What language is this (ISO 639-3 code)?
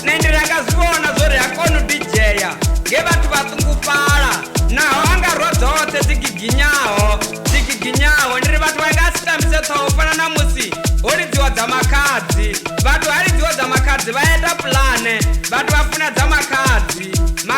ven